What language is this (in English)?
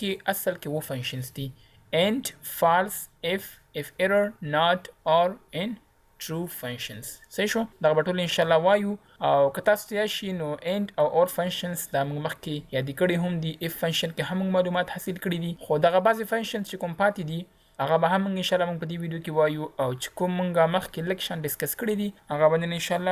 Pashto